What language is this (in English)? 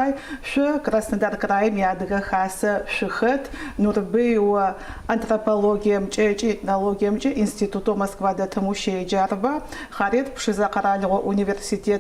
Adyghe